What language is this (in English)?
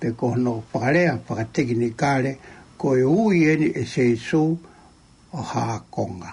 Tongan